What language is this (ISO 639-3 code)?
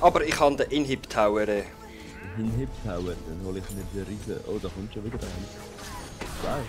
gsw